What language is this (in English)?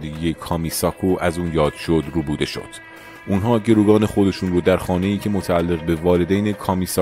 Persian